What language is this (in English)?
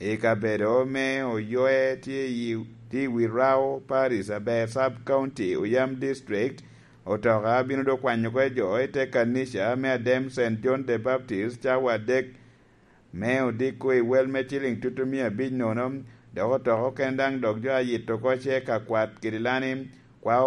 Lango (Uganda)